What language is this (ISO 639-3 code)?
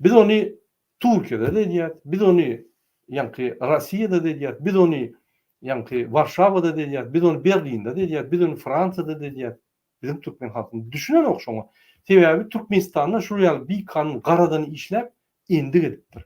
tuk